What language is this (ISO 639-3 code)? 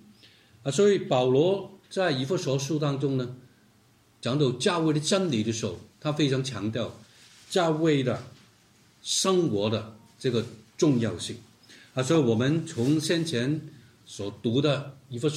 zho